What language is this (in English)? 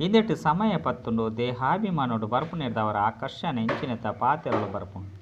Tulu